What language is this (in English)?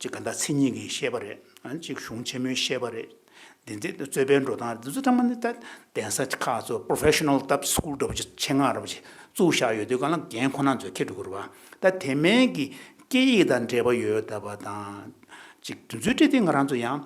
Tibetan